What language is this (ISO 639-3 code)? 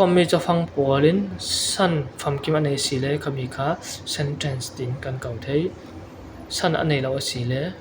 cfm